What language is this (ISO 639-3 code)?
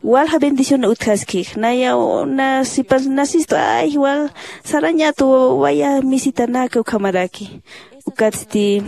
aym